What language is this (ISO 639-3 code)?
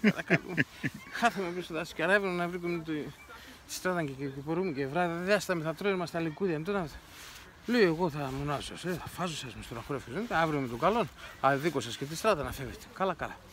pnt